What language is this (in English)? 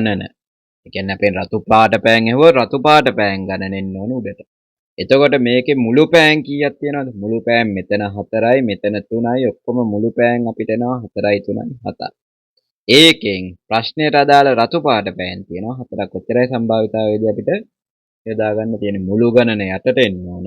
Sinhala